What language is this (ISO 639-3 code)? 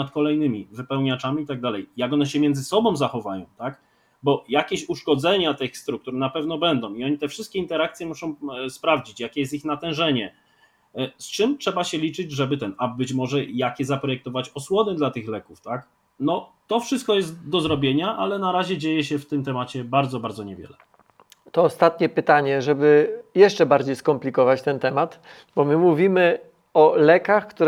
pol